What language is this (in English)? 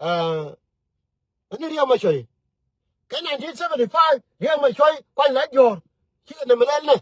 Nuer